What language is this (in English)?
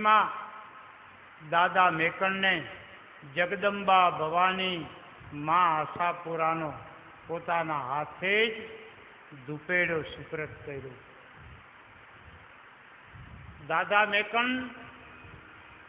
Gujarati